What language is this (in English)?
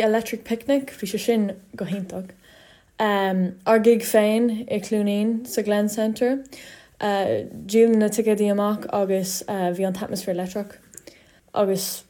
Irish